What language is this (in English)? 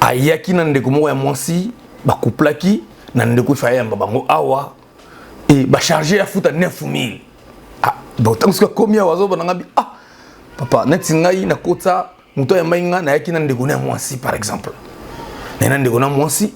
Lingala